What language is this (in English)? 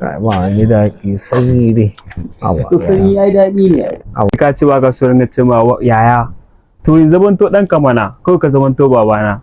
Hausa